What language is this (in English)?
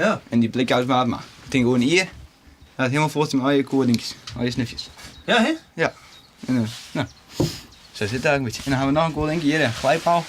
Western Frisian